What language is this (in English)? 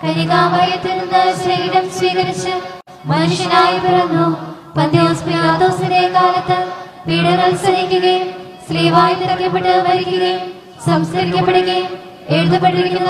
Malayalam